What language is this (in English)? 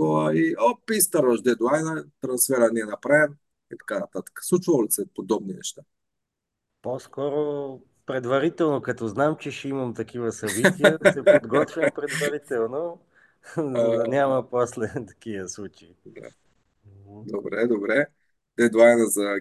Bulgarian